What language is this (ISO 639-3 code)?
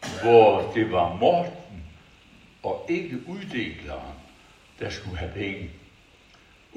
dan